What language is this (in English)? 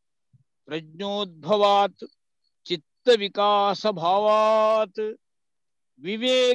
Sanskrit